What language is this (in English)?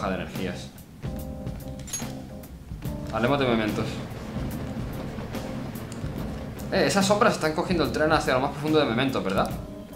Spanish